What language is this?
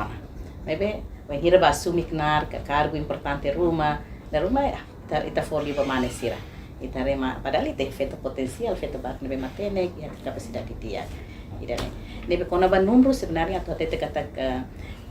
Tetum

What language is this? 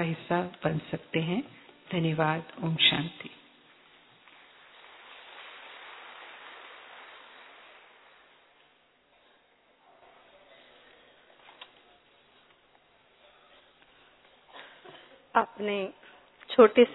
Hindi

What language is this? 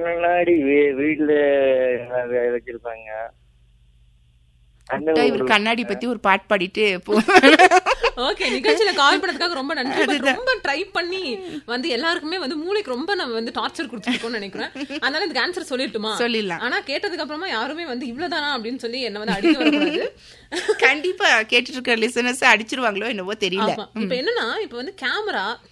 Tamil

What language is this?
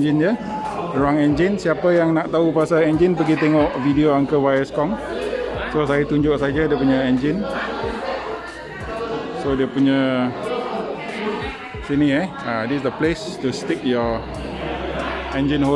Malay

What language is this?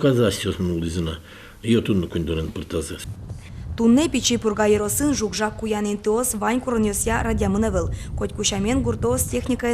Udmurt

